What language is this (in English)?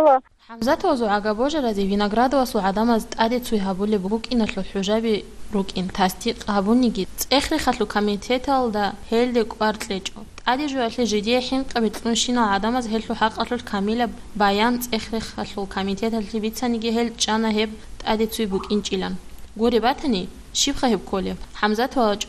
Avaric